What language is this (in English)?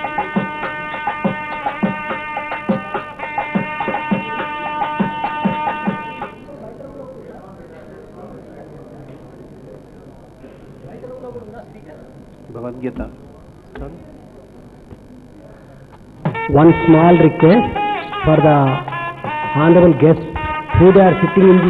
Telugu